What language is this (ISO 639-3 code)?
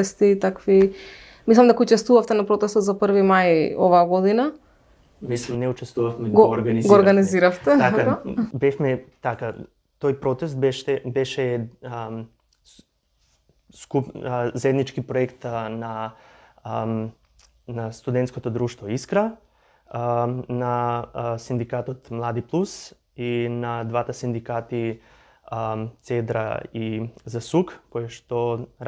mkd